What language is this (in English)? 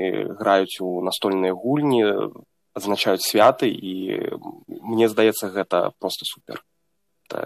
Belarusian